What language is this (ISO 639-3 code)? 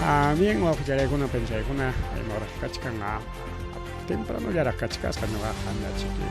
quy